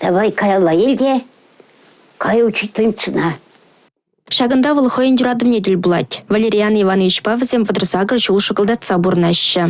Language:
Chuvash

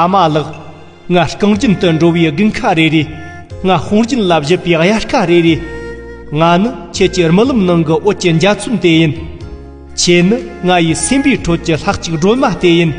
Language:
Tibetan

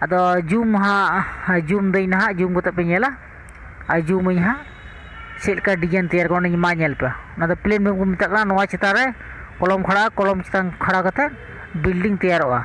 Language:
Santali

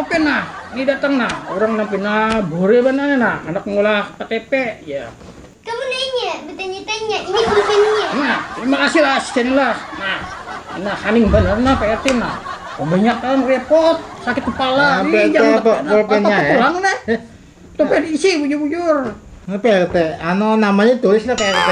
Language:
Banjar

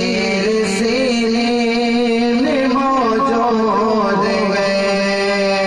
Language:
Urdu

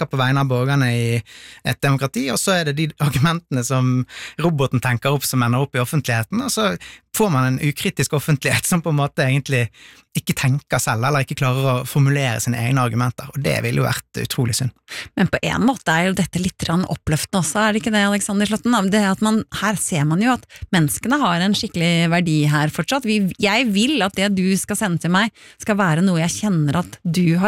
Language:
Norwegian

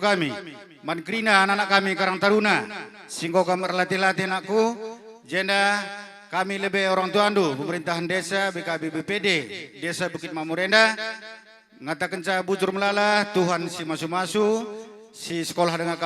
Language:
Batak Karo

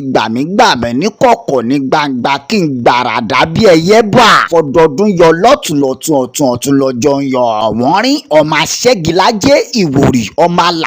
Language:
Yoruba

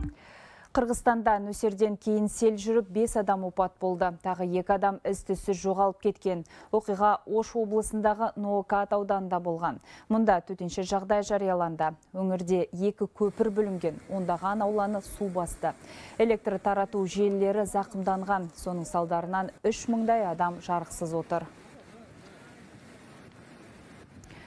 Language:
Kazakh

